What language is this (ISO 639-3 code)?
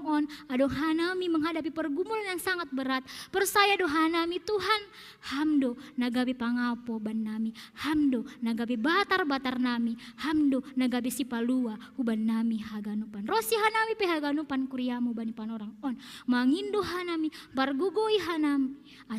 bts